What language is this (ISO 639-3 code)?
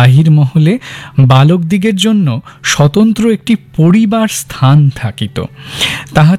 ben